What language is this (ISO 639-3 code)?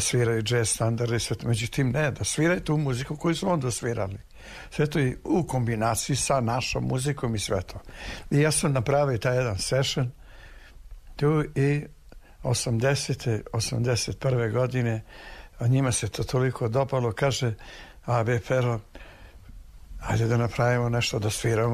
srp